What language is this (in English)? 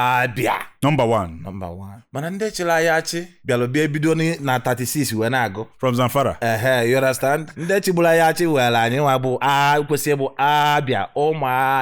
Igbo